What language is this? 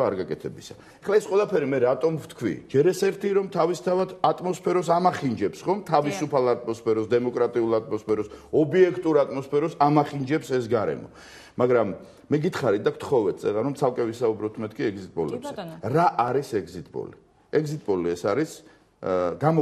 Georgian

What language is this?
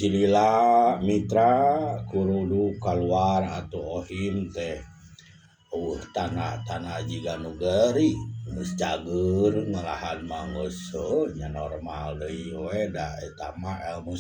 Sundanese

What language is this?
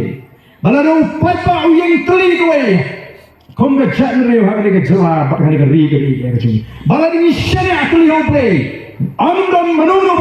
Khasi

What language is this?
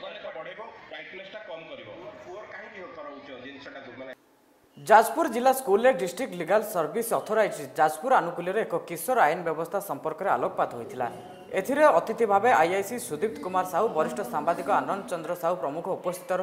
Odia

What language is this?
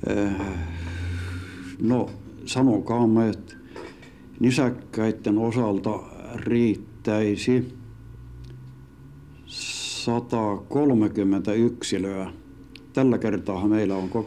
Finnish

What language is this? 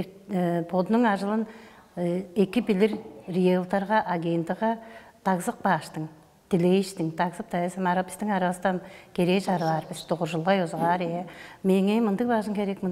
Tuvinian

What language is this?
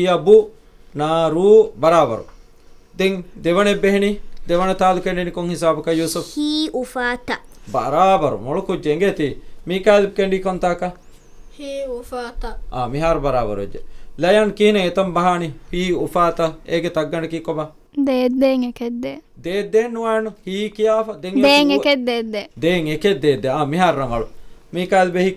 Divehi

